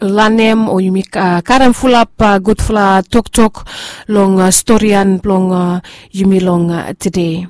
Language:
Bislama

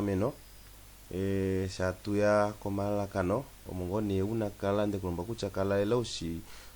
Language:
Kuanyama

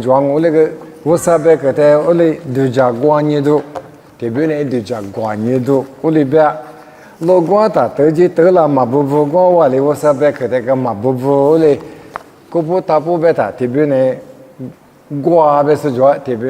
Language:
Lisu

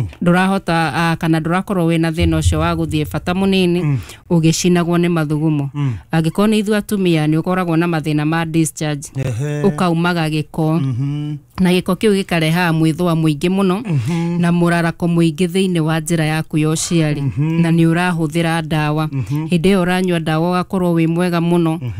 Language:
Kikuyu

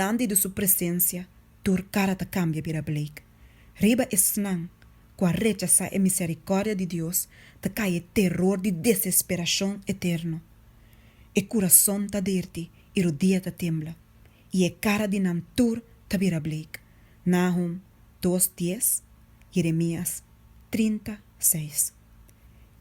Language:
Papiamento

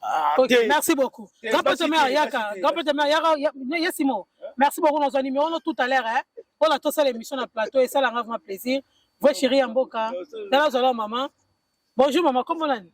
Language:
Lingala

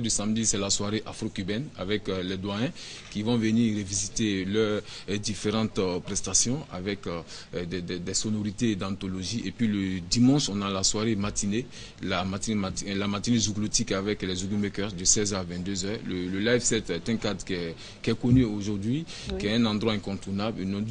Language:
French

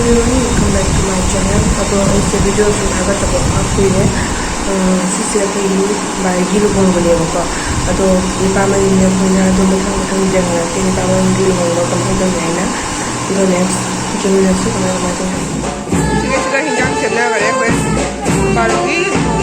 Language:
Manipuri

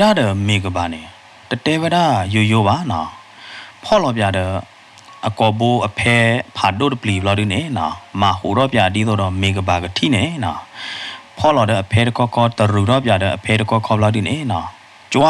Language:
S'gaw Karen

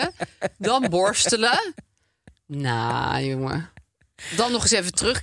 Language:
Dutch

